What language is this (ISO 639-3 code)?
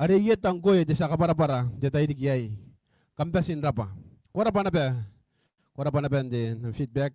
gil